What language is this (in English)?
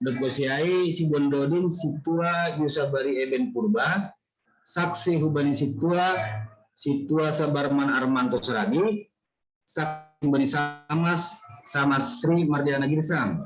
Batak Simalungun